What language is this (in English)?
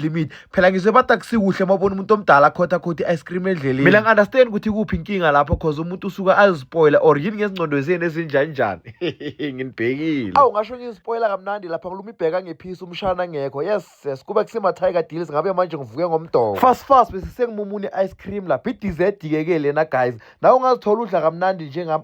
Zulu